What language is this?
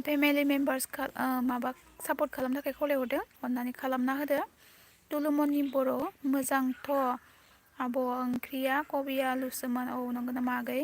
Bodo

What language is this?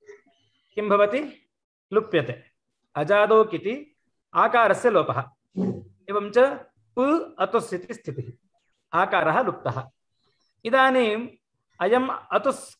Sanskrit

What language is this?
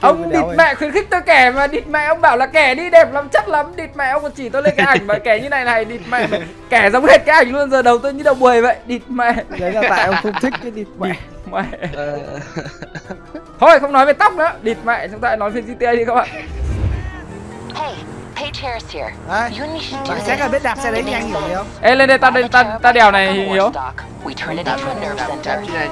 Vietnamese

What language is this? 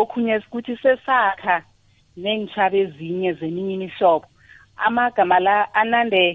South Ndebele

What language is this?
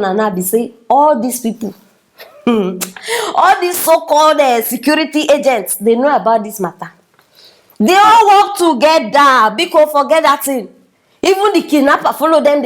Nigerian Pidgin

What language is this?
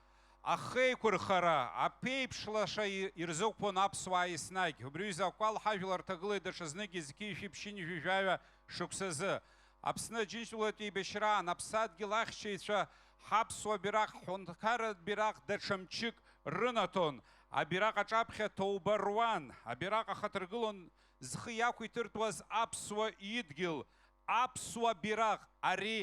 Abkhazian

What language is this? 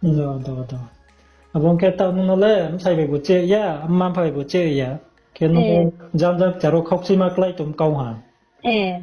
Riang (India)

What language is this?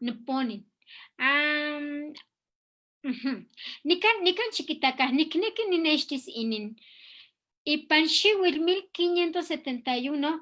Eastern Huasteca Nahuatl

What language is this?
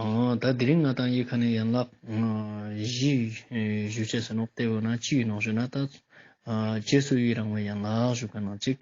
Ladakhi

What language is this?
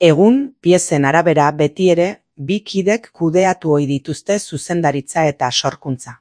Basque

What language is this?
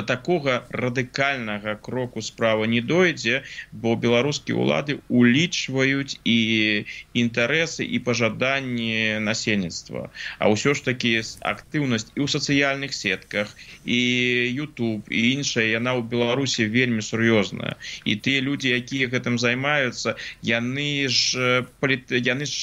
Belarusian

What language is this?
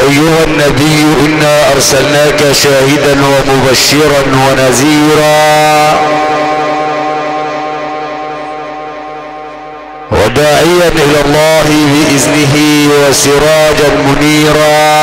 Arabic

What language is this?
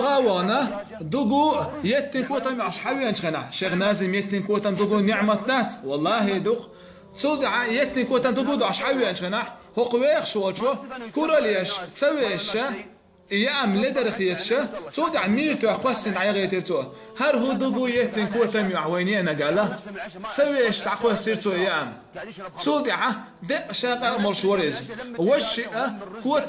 Chechen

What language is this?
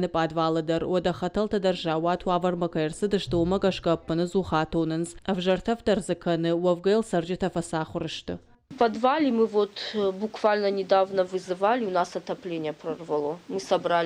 Ossetic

